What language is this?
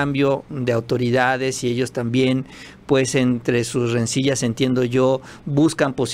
Spanish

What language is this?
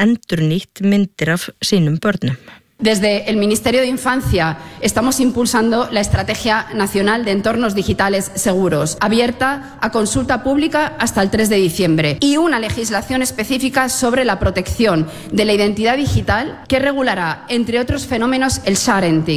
Icelandic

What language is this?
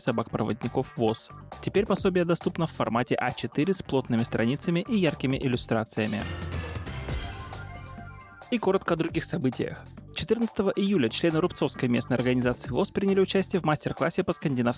Russian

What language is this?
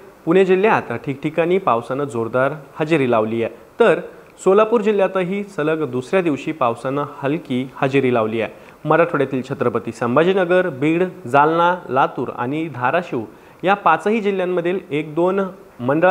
Marathi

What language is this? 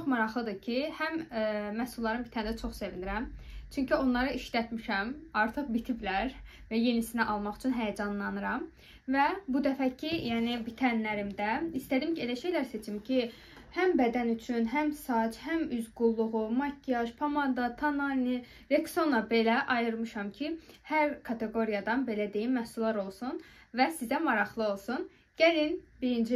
Azerbaijani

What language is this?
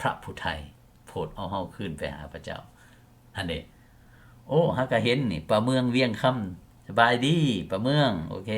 Lao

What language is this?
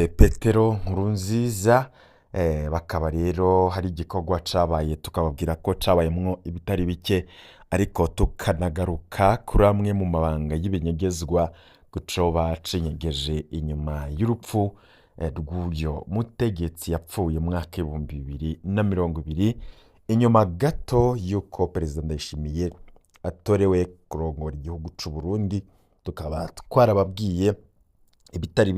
Rundi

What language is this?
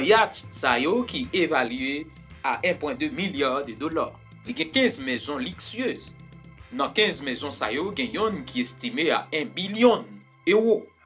Haitian Creole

